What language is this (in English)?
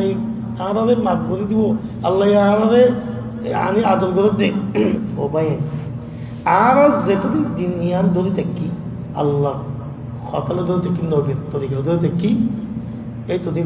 Rohingya